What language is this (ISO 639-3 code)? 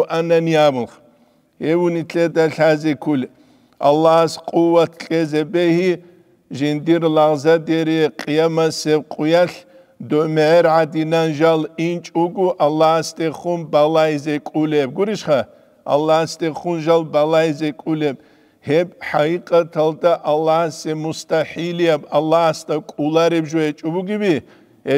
ava